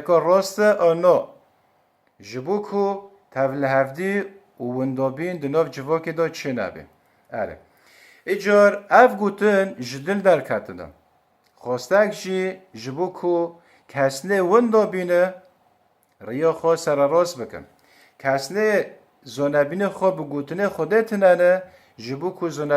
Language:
Kurdish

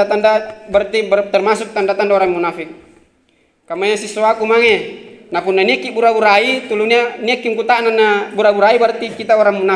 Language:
Makasar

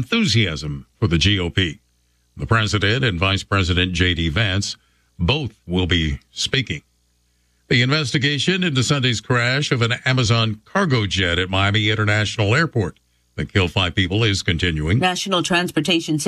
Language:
English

